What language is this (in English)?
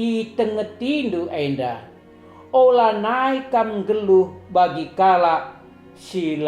Batak Karo